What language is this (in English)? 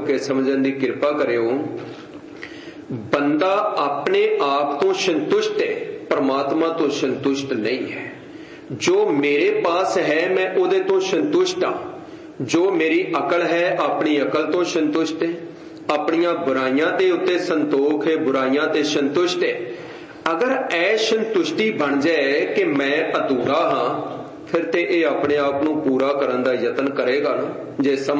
Punjabi